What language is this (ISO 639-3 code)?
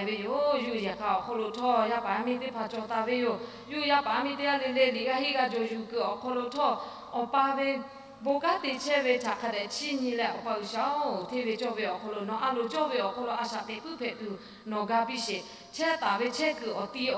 lhu